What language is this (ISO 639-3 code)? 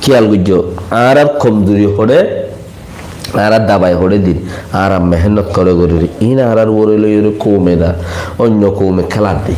rhg